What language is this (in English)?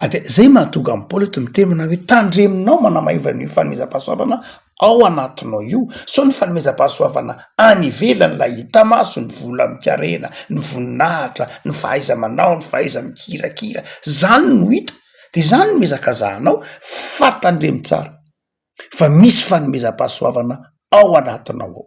Malagasy